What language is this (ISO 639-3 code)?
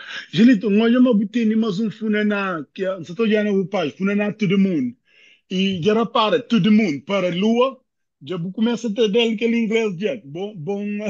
kea